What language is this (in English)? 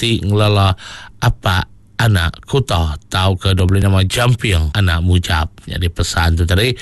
Iban